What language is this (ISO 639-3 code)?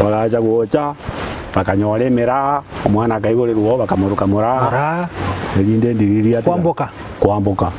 guz